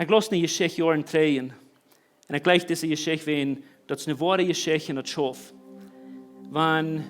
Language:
Plautdietsch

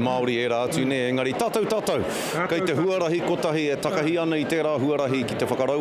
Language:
Māori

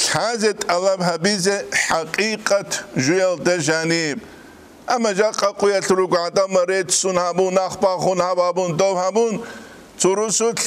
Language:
Avaric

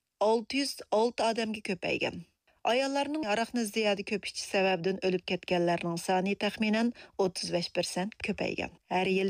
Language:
Uyghur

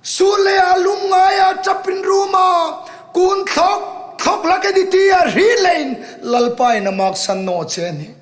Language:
Hmar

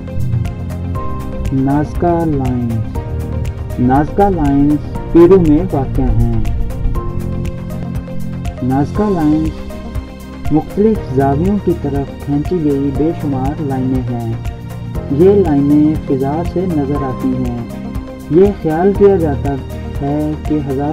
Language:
Urdu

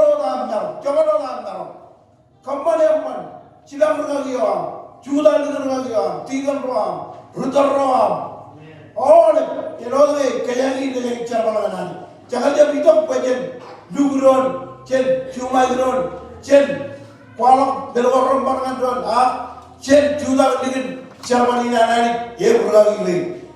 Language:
Marshallese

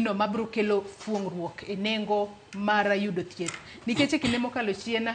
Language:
Luo (Kenya and Tanzania)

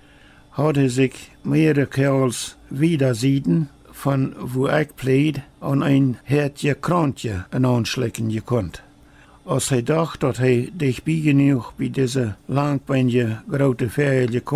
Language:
Plautdietsch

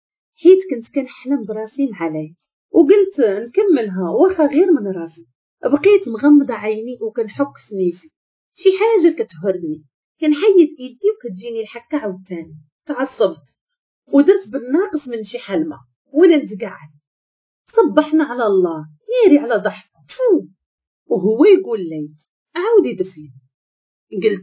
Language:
Moroccan Arabic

